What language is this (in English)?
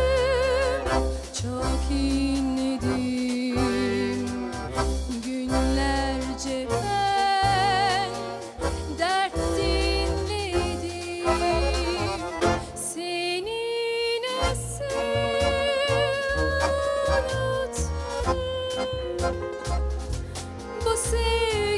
Turkish